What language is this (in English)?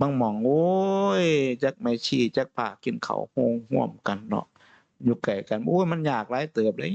Northeastern Thai